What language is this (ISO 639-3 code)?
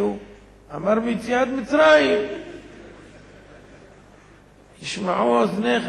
heb